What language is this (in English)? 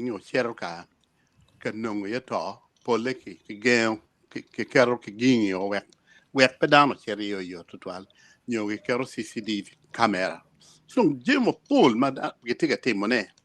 Acoli